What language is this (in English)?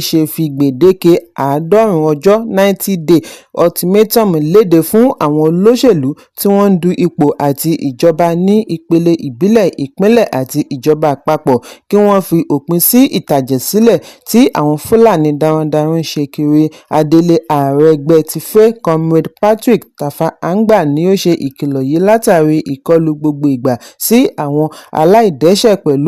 Yoruba